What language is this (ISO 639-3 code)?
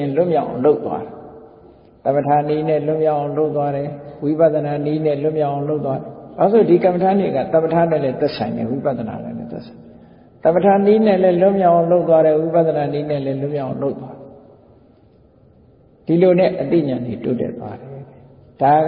mya